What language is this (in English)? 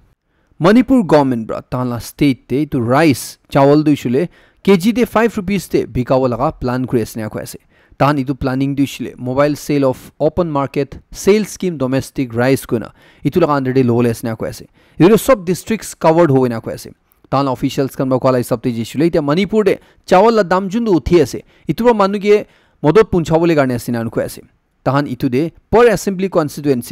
Naga Pidgin